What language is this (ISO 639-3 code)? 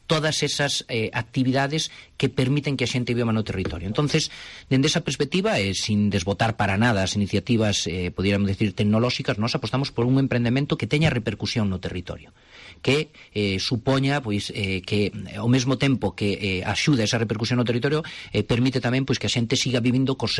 glg